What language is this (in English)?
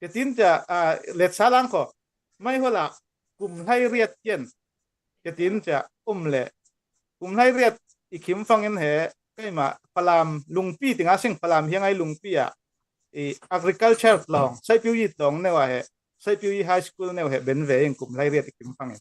Falam Chin